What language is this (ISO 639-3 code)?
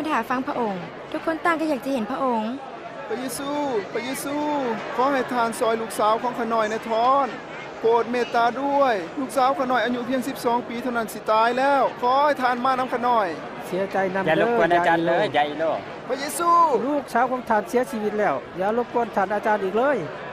lao